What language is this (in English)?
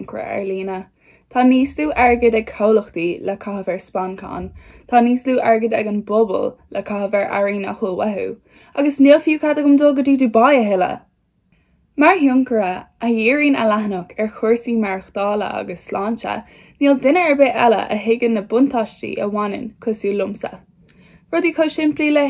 Irish